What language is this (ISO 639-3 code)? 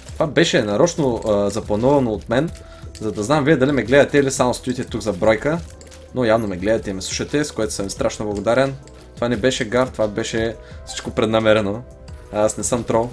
bul